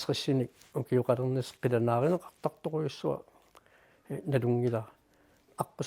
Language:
Kalaallisut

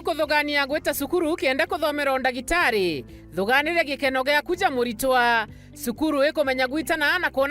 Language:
Meru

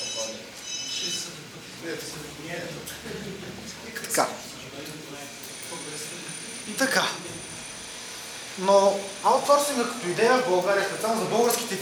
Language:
Bulgarian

